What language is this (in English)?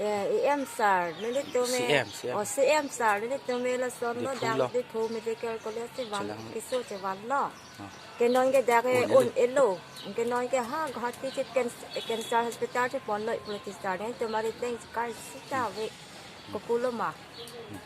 Karbi